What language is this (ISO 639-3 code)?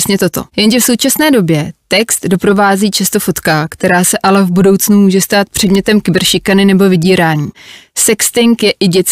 ces